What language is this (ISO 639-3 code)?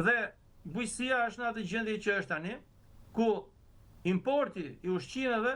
sqi